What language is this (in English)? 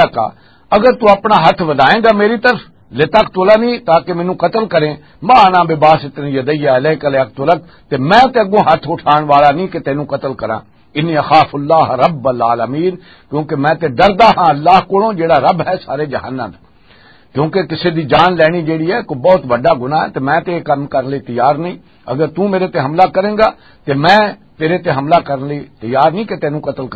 Western Panjabi